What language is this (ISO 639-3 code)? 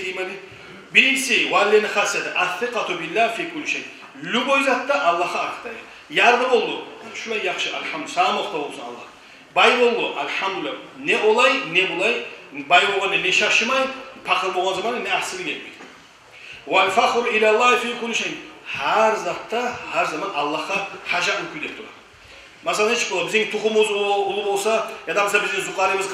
kum